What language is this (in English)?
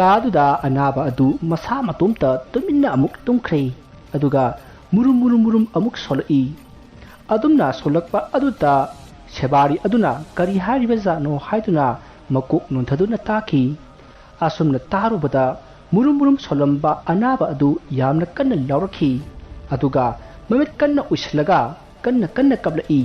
Manipuri